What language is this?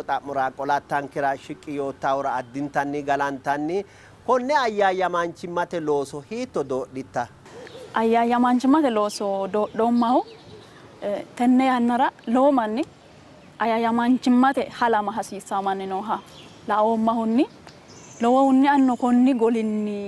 Sidamo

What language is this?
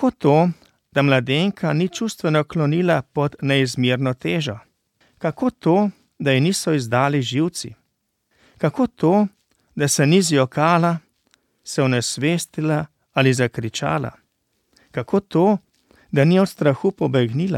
Slovenian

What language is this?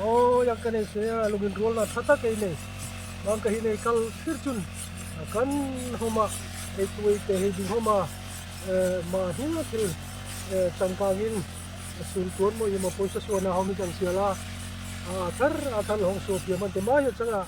Darlong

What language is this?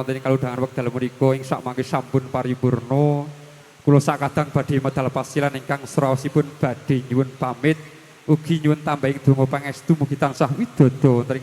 Javanese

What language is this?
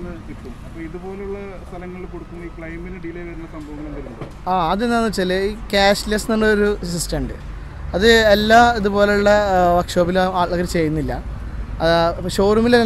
Malayalam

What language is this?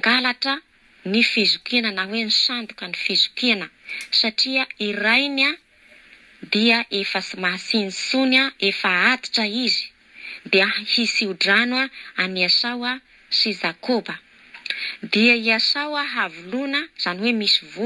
Malagasy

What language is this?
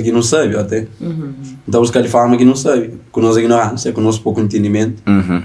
Kabuverdianu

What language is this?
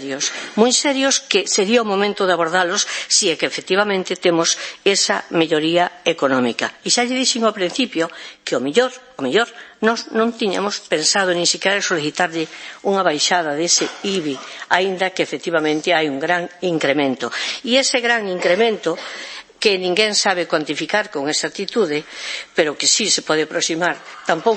Galician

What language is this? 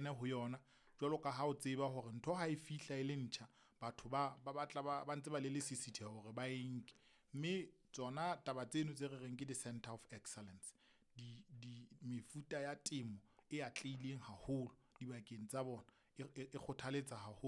Southern Sotho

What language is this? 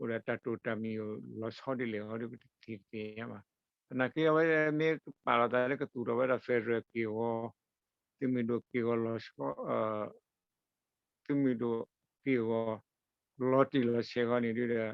S'gaw Karen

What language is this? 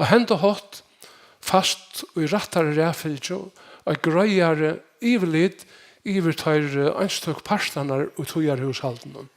Faroese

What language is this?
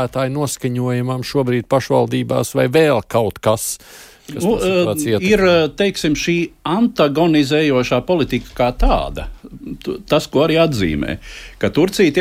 Latvian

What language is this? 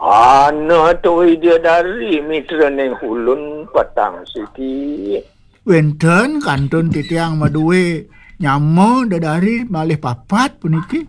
Balinese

